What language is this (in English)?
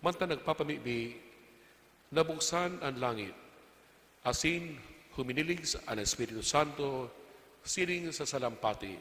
Bikol